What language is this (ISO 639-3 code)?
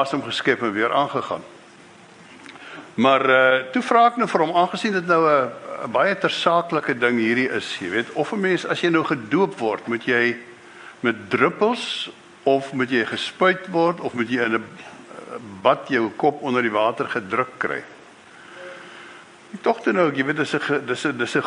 afr